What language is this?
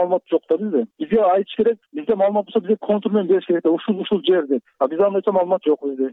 Kyrgyz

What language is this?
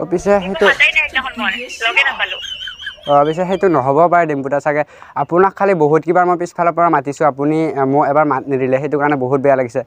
Assamese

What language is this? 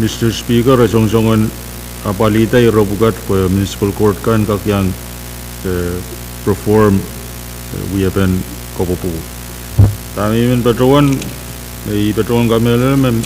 Pohnpeian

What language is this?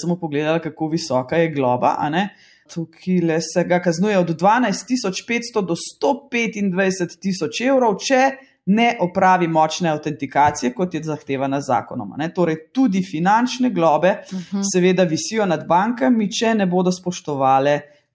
Slovenian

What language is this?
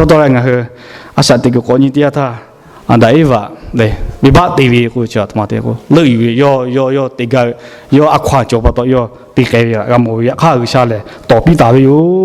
Lahu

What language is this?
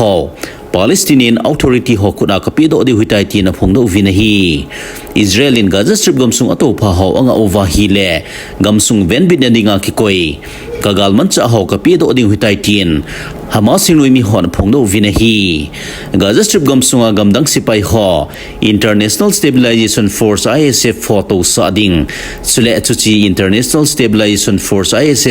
Thado Chin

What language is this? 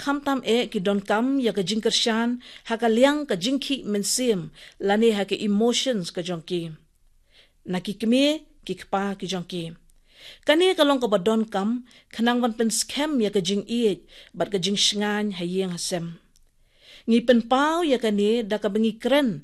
Khasi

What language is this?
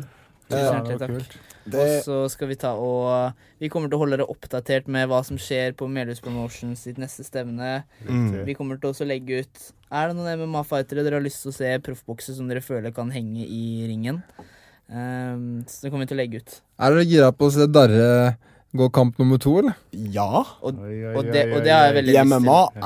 Norwegian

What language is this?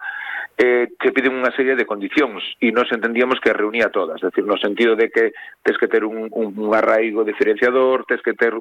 Galician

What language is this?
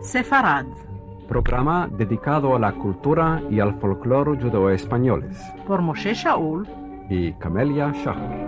Ladino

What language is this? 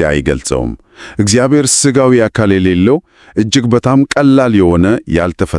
Amharic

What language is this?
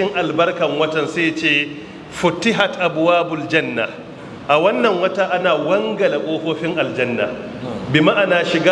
Hausa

